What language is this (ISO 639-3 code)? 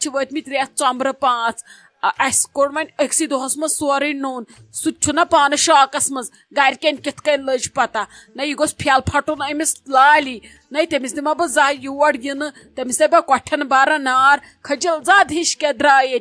kas